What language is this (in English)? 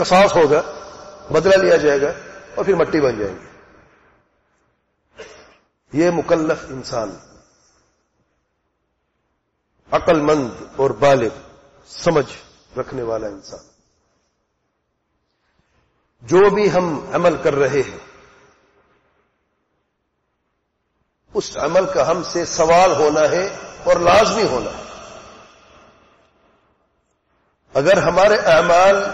Urdu